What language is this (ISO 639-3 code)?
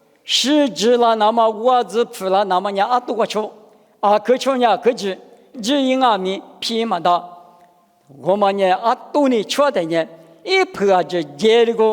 lis